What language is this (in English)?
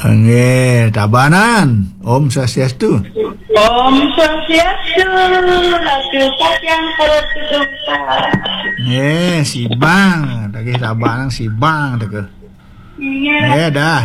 Balinese